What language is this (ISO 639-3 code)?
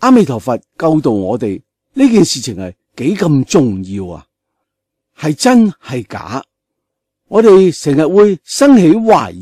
yue